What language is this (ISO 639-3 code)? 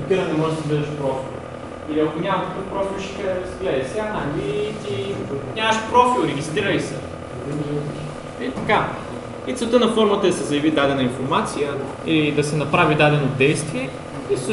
bul